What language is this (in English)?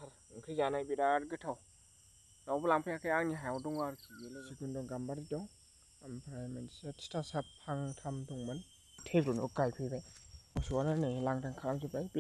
Bodo